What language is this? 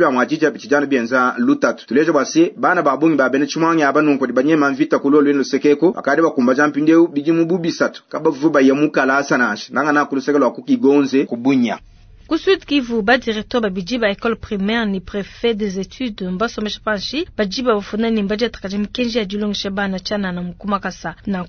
Luba-Lulua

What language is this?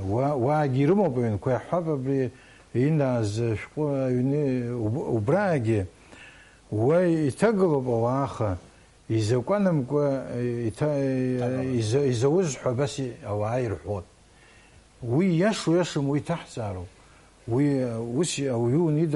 Abkhazian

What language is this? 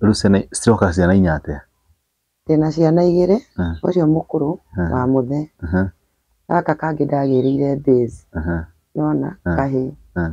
Kikuyu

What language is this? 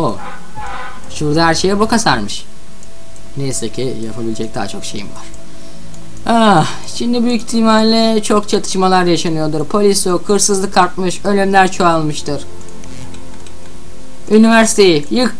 Turkish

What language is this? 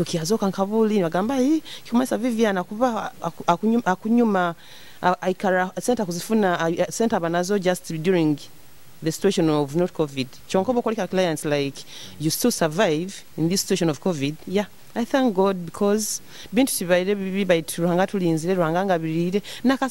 Nyoro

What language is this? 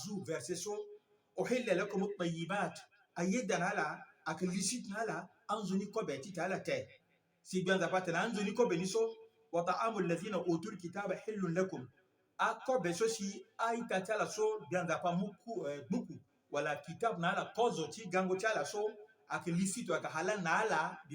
Sango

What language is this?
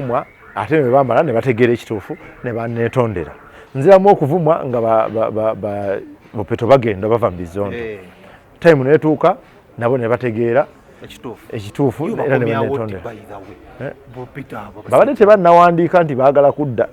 Ganda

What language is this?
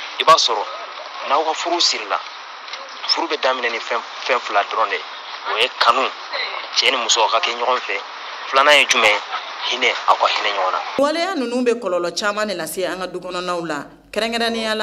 Bambara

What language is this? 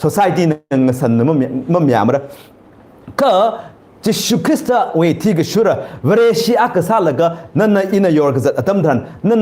Tangkhul Naga (India)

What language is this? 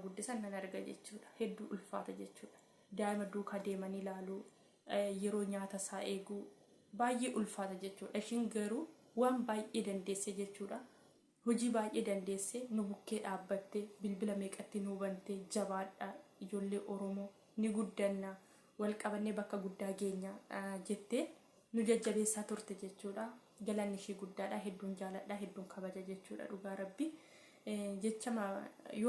Oromo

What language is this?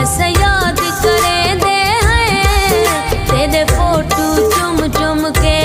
Pahari-Potwari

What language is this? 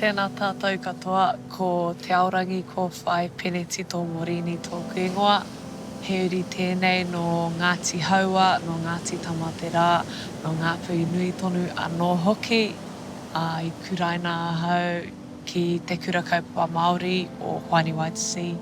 Māori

